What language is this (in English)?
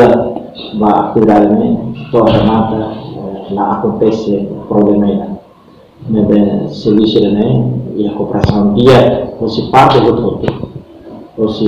Tetum